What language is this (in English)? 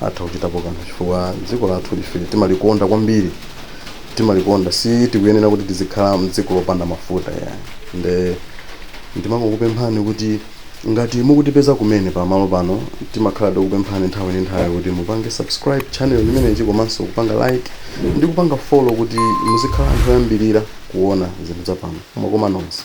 Nyanja